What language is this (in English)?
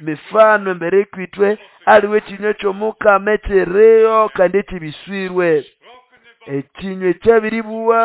Nande